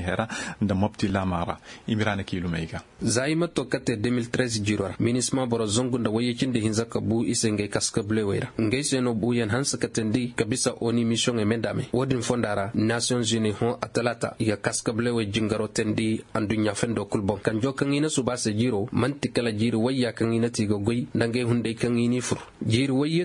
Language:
Zarma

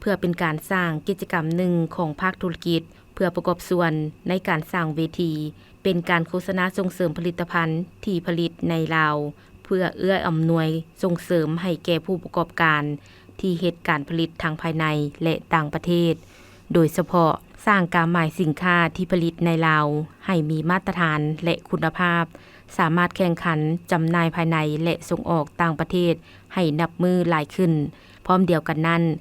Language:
Lao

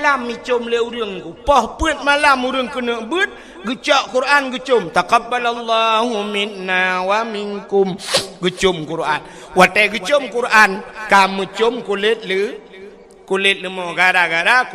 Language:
Achinese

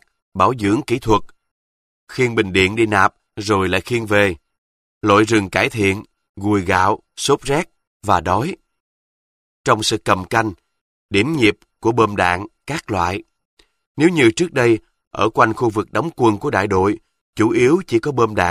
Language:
Vietnamese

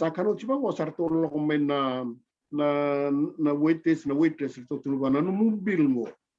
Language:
Fijian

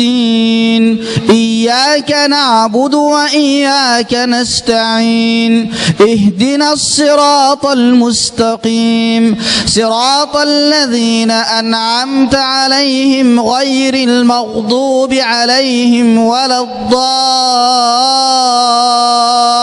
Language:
Arabic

